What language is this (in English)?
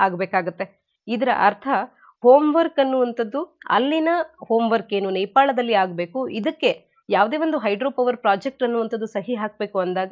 Kannada